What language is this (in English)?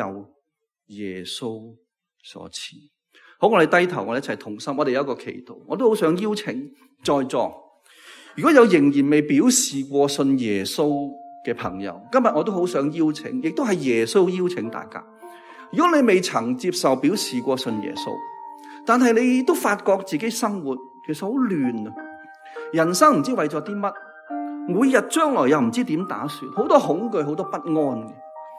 Cantonese